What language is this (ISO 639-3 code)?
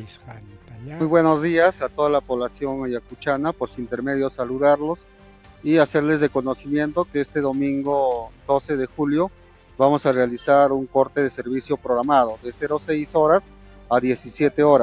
quy